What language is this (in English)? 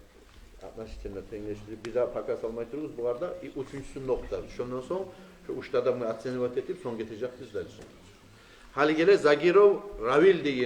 Kumyk